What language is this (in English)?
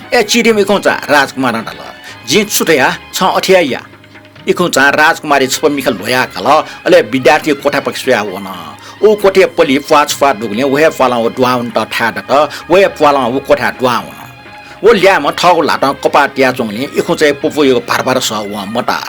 Newari